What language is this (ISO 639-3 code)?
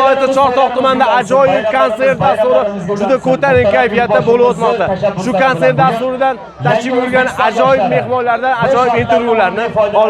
uzb